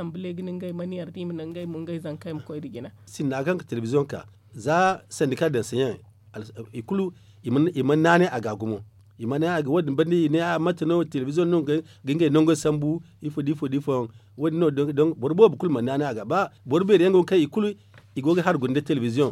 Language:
Zarma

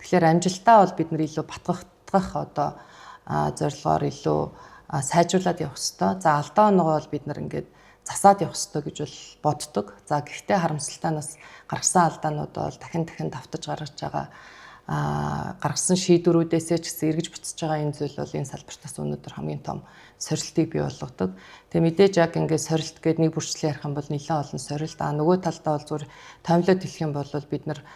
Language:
Mongolian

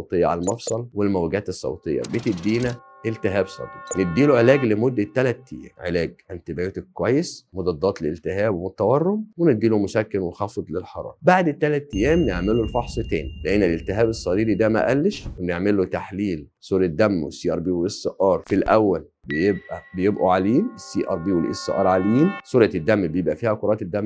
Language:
Egyptian Arabic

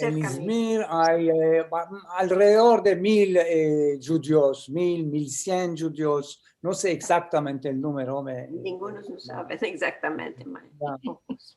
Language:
Ladino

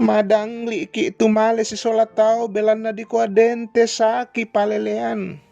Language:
Toraja-Sa'dan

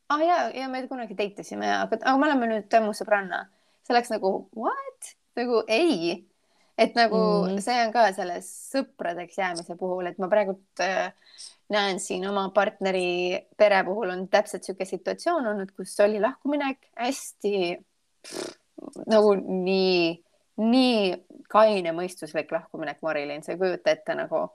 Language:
Estonian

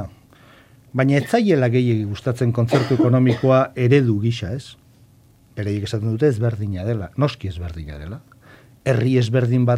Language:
Basque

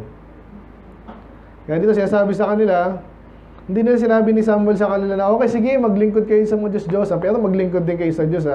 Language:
Filipino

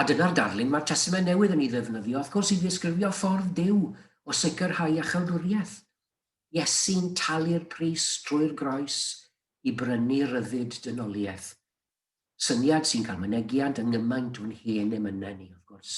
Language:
Welsh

